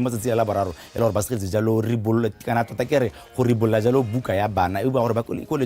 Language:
Tswana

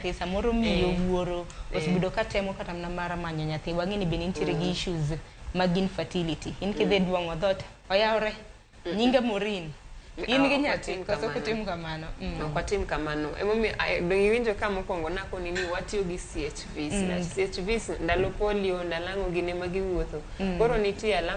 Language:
Luo (Kenya and Tanzania)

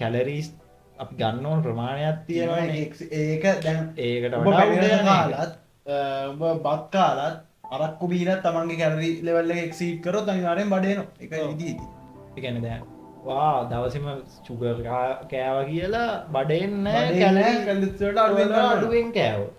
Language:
Sinhala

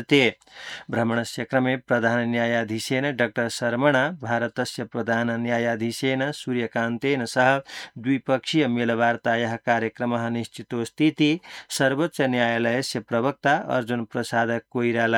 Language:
Sanskrit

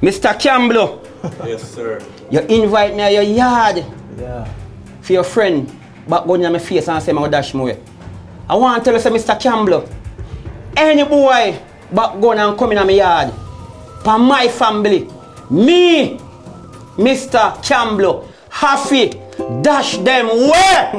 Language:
Jamaican Creole English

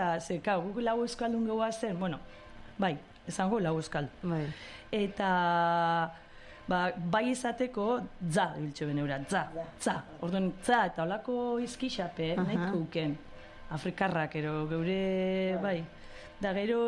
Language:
Basque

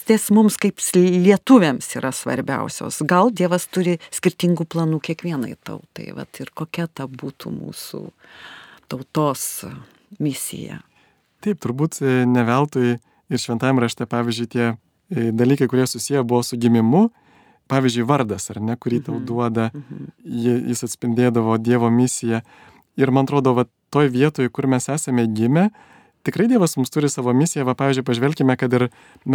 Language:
Lithuanian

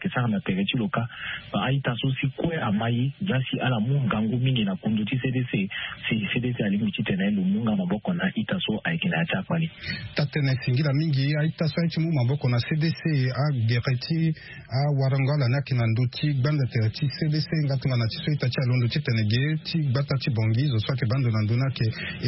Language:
Sango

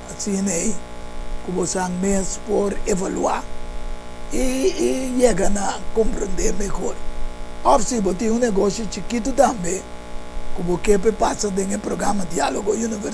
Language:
Papiamento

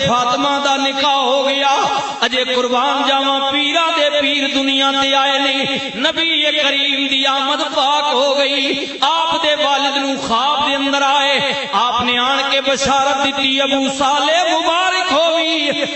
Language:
Western Panjabi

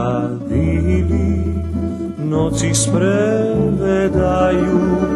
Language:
Rusyn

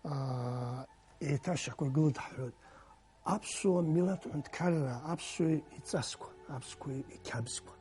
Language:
Abkhazian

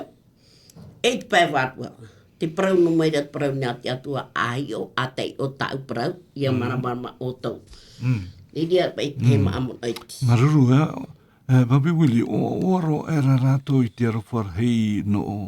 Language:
Tahitian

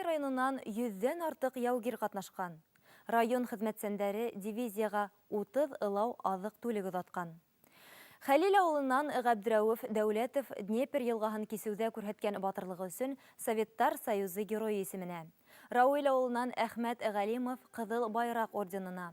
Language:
Bashkir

